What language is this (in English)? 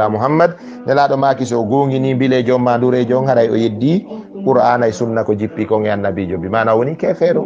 Fula